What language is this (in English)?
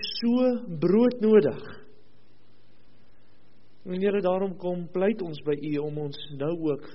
Afrikaans